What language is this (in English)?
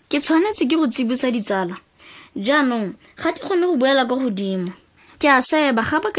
Tswana